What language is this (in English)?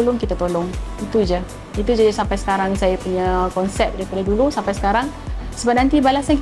Malay